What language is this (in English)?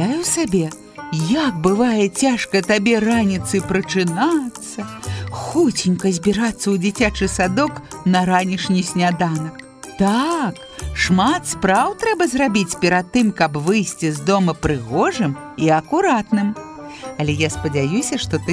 Belarusian